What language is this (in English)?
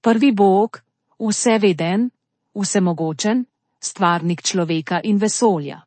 Slovenian